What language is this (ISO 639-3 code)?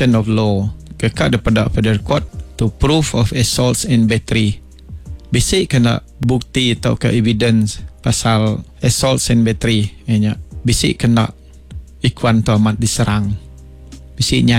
iba